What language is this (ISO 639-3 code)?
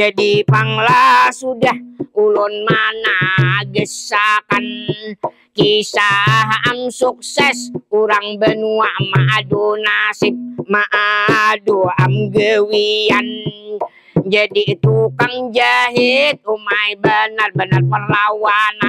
bjn